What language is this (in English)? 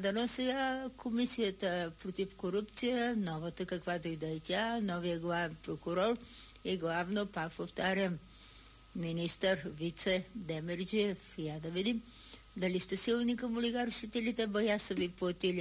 Bulgarian